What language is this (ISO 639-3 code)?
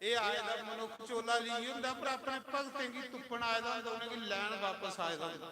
doi